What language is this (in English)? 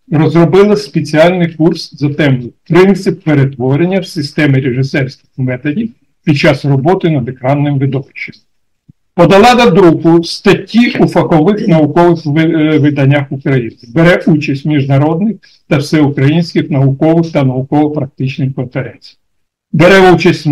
Ukrainian